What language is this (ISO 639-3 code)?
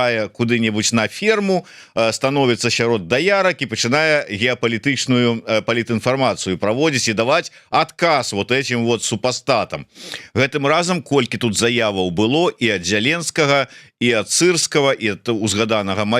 bel